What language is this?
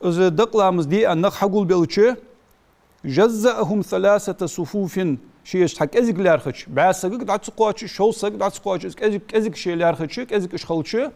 Ingush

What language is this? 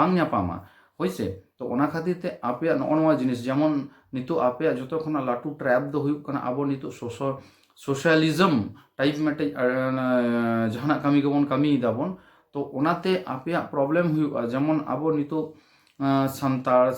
Santali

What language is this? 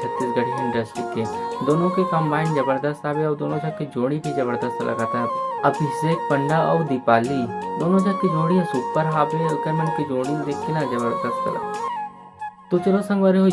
Chhattisgarhi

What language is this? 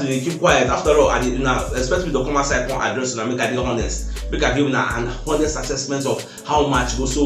Nigerian Pidgin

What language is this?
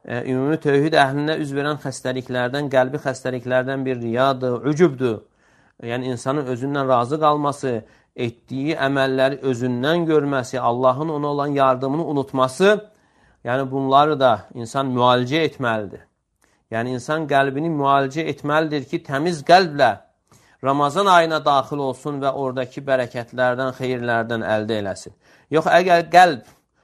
Azerbaijani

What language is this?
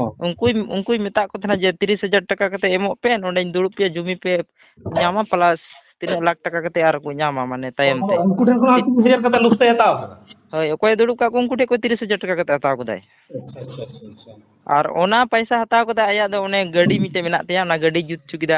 Santali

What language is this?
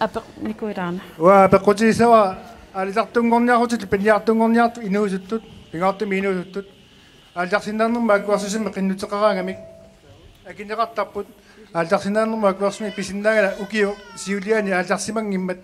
Kalaallisut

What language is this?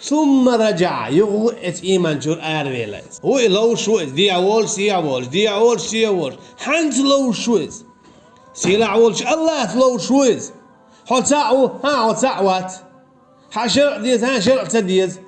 Chechen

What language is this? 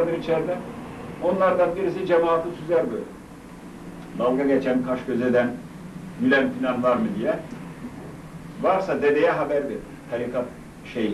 Turkish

